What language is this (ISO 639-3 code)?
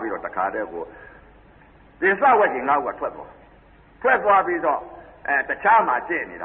mya